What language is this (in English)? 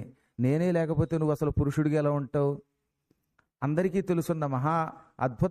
Telugu